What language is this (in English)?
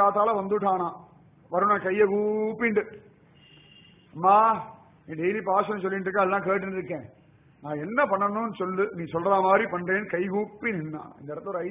Tamil